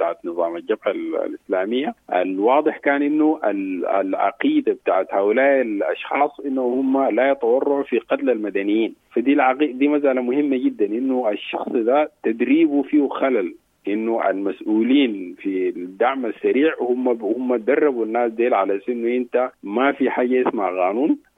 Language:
Sudanese Arabic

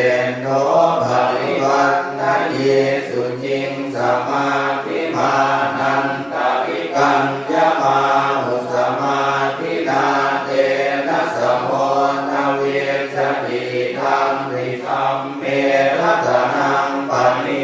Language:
Pali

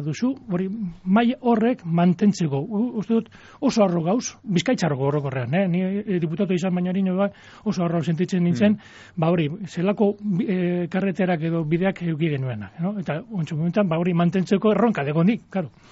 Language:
Basque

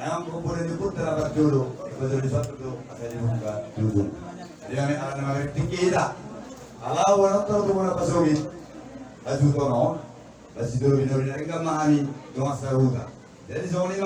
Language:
Batak Toba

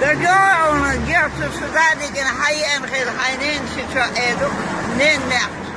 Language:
Chechen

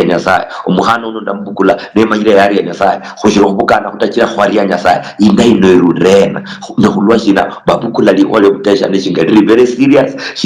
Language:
Luyia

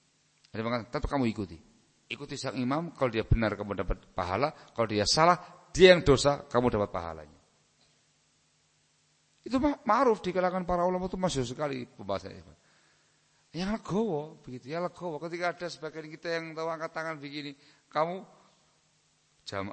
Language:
Indonesian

